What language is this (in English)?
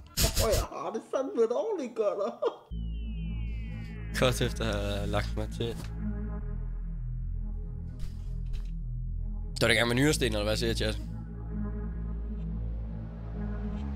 Danish